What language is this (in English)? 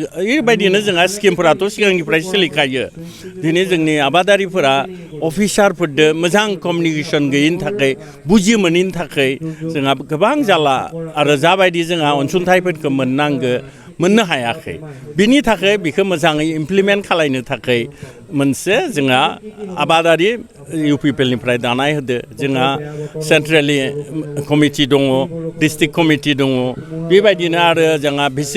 Bodo